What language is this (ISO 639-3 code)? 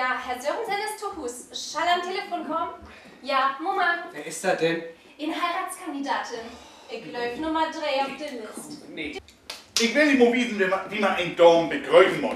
nds